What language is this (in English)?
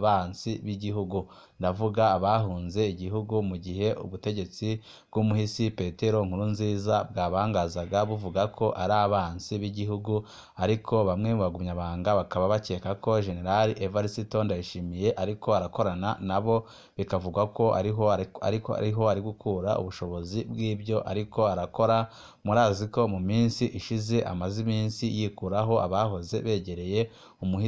Rundi